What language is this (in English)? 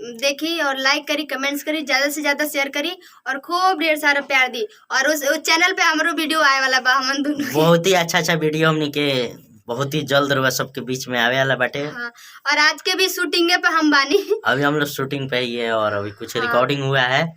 Bhojpuri